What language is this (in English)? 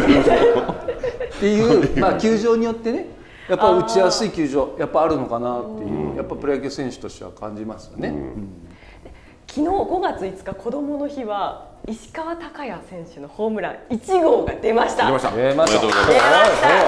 Japanese